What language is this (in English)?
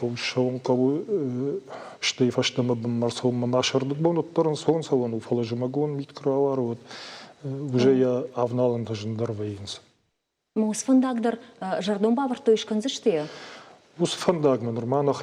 Ossetic